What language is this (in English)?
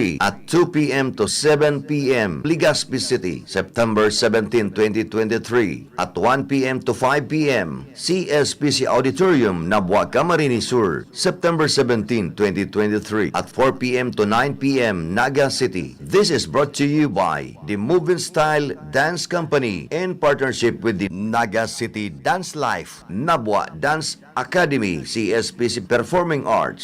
Bikol